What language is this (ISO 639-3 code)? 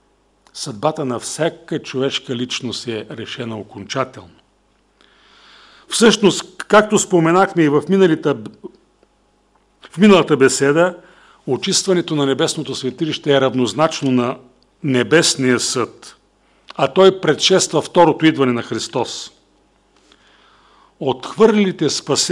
bul